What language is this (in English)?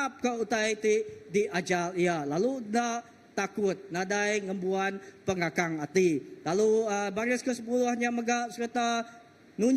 Iban